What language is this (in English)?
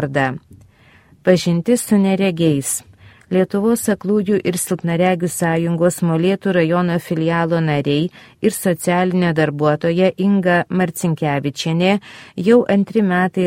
Lithuanian